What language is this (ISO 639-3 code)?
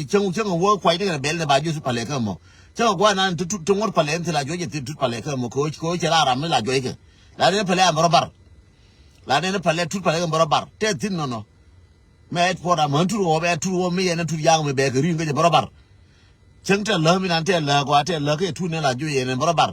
nus